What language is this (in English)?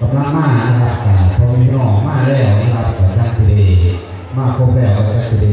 Northeastern Thai